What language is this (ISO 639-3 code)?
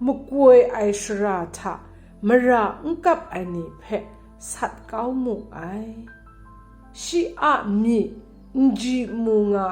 kac